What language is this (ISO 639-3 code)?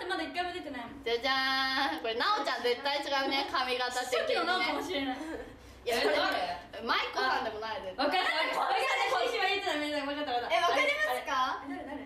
jpn